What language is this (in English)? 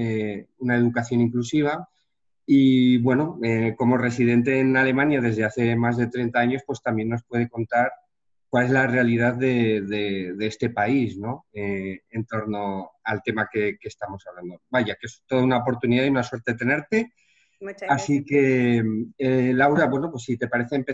Spanish